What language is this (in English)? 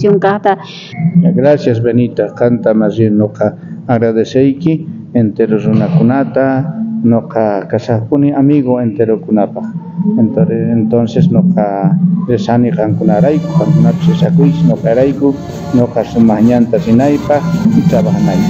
South Bolivian Quechua